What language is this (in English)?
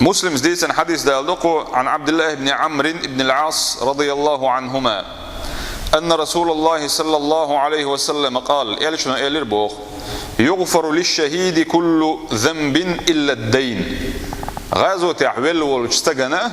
Chechen